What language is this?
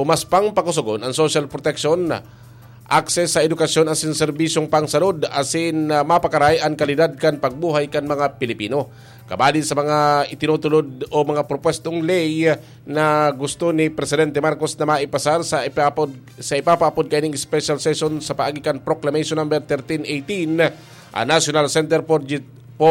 Bikol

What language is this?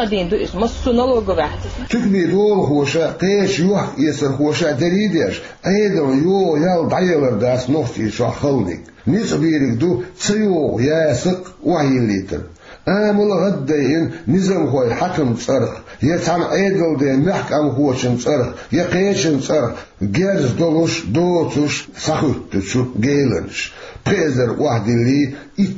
Chechen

